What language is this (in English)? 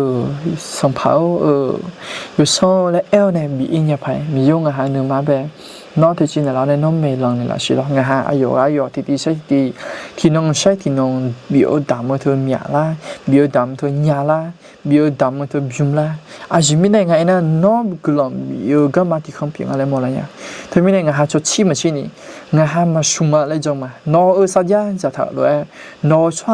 Akha